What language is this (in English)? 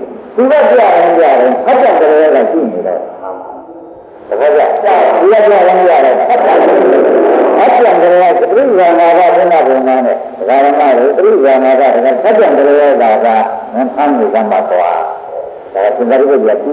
Burmese